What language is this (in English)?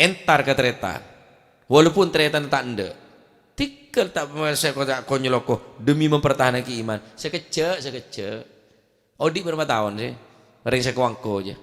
Madurese